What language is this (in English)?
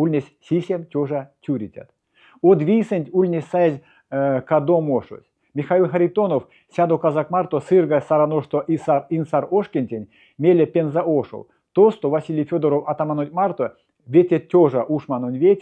Erzya